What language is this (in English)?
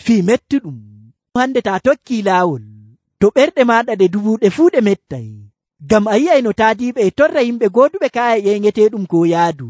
Nigerian Fulfulde